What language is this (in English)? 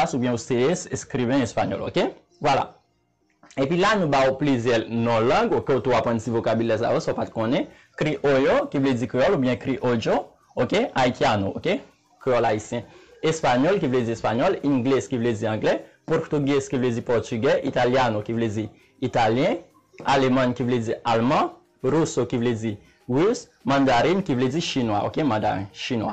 Haitian Creole